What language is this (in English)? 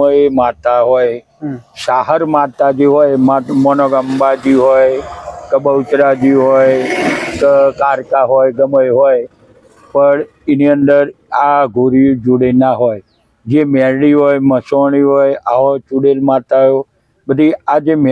Gujarati